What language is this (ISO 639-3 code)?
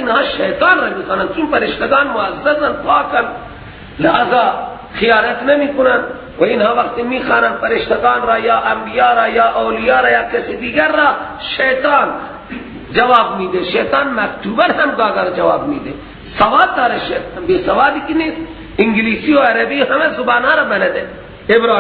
fas